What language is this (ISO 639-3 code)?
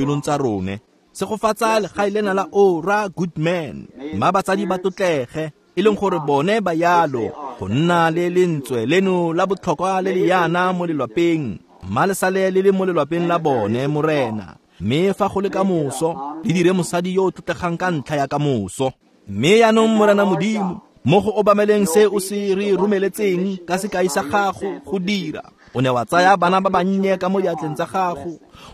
tsn